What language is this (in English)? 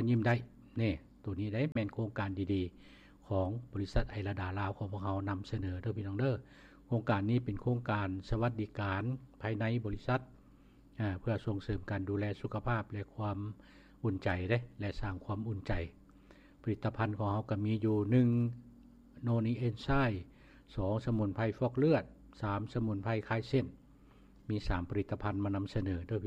Lao